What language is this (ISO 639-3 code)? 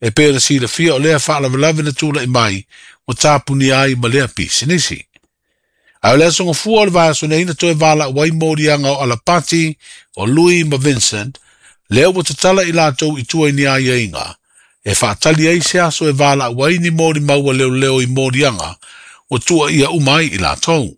smo